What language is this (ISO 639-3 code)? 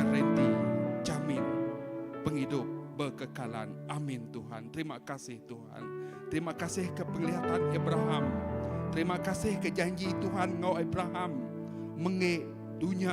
iba